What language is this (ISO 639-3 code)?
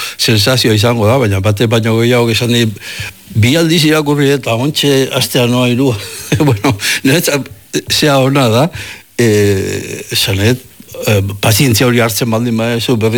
eus